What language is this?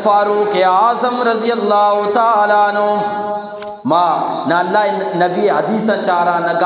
Eastern Balochi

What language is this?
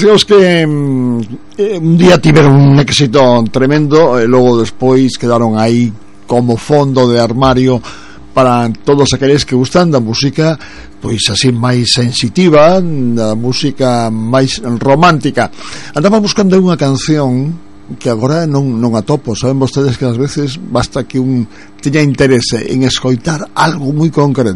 Galician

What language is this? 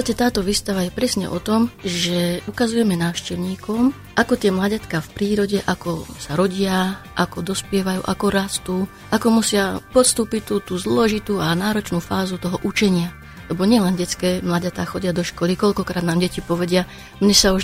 Slovak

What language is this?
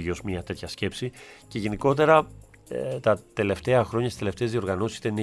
Greek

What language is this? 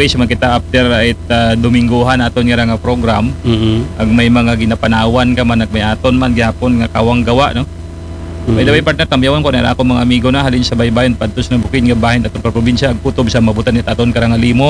Aklanon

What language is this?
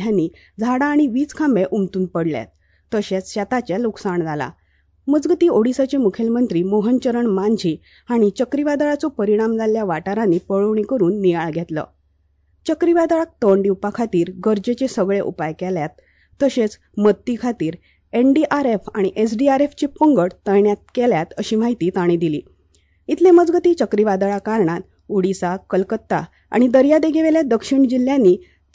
Konkani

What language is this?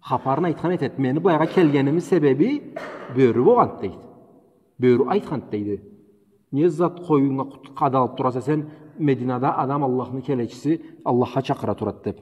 Karachay-Balkar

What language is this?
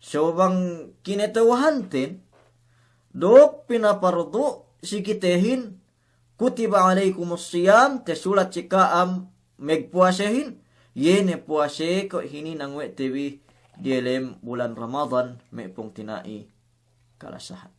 Yakan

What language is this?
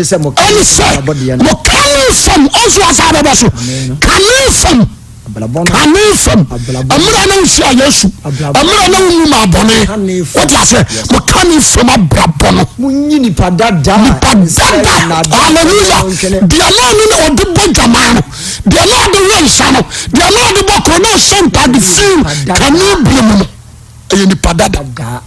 Akan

